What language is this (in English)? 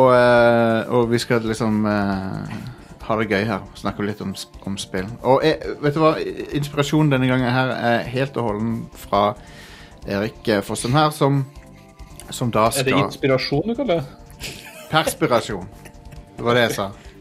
Norwegian